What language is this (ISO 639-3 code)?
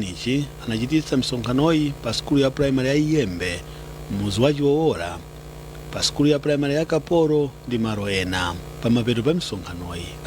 nya